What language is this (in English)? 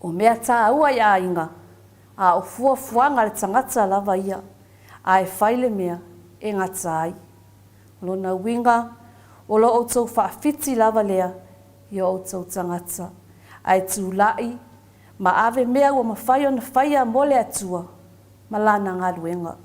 Samoan